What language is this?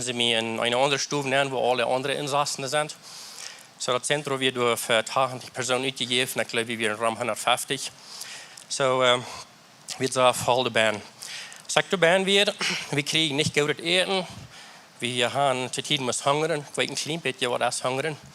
Plautdietsch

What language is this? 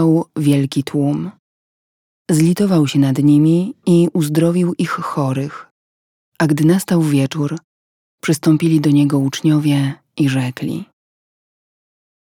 Polish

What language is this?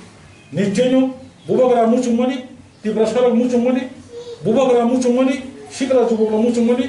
Kok Borok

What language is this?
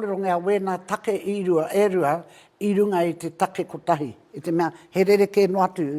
Māori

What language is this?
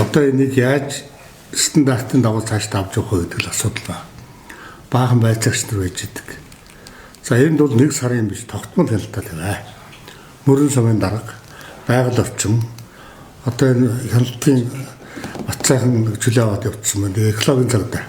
Mongolian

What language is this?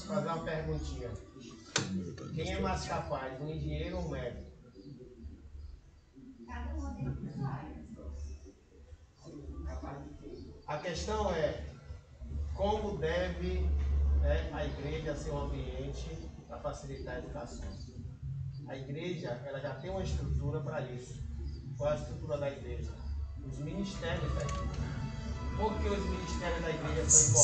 Portuguese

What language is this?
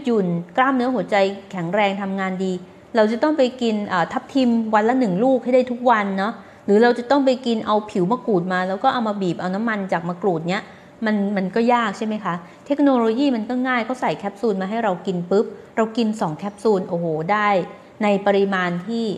Thai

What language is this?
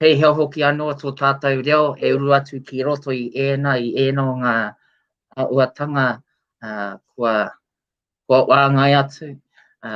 Māori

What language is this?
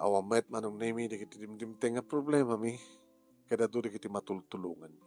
Iloko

